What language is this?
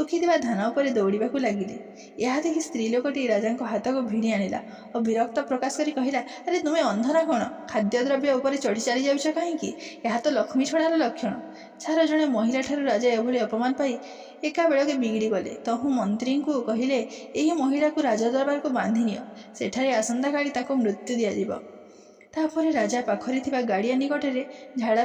Odia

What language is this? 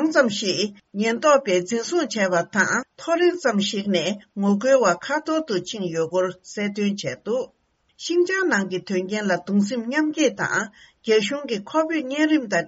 Tibetan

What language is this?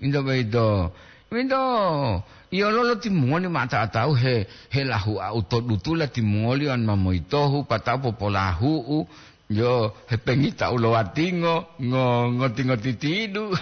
Gorontalo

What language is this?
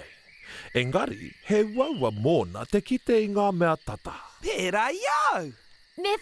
Māori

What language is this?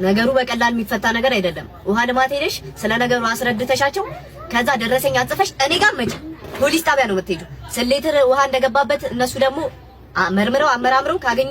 Amharic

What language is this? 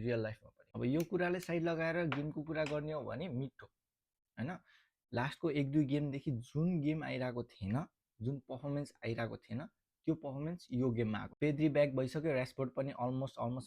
Nepali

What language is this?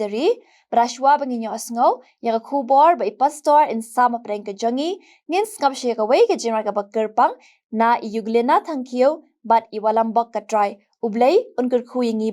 Khasi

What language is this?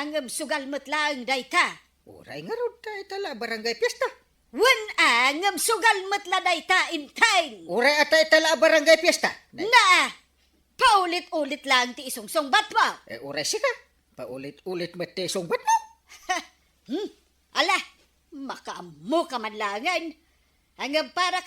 Iloko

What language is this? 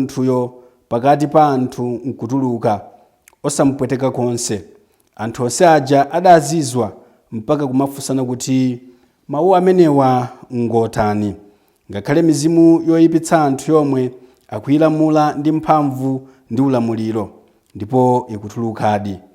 Nyanja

